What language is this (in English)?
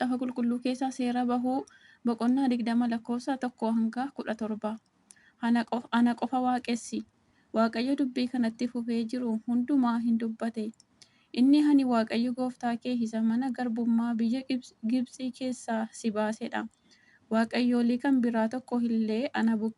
Oromo